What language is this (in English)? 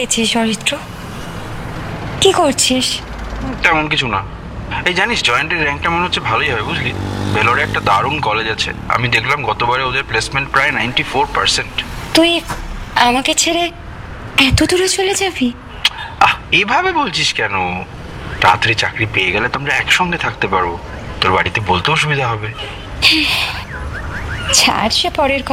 Bangla